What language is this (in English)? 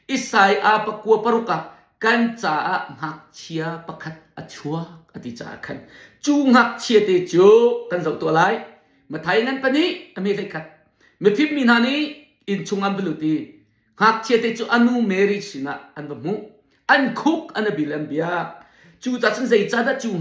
Hakha Chin